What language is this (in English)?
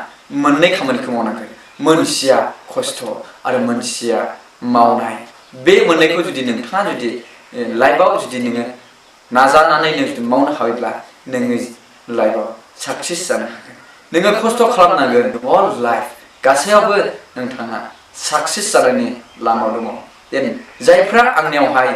Bodo